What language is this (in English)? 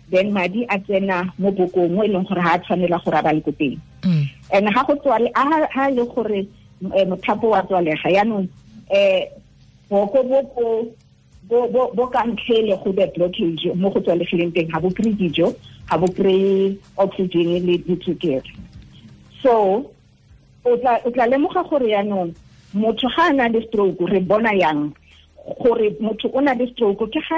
Tswana